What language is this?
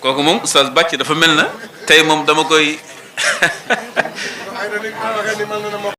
Wolof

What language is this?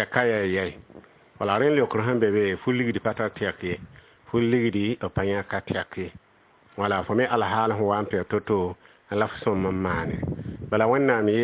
Mossi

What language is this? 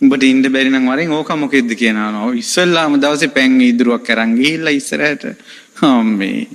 Sinhala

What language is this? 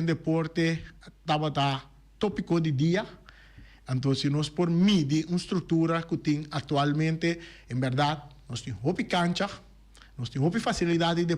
Papiamento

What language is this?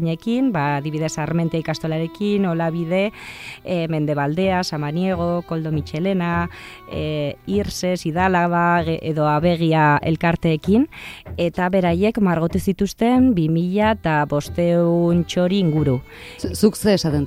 Basque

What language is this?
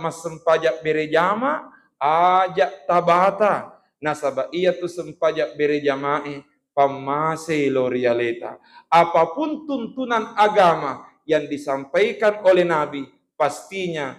Buginese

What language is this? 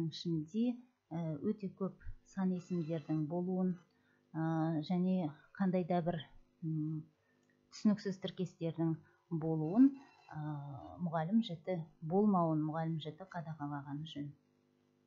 Kazakh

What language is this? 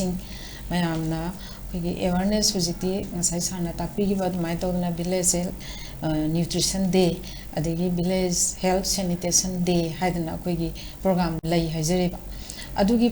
Manipuri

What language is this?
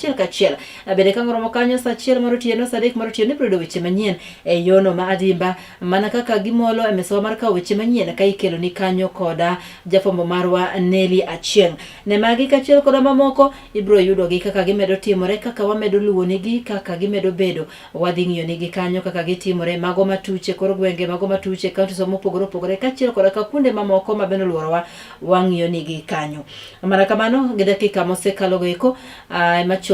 Luo (Kenya and Tanzania)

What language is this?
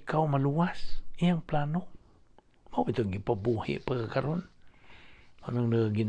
Cebuano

